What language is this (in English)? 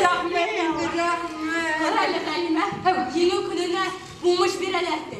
Bashkir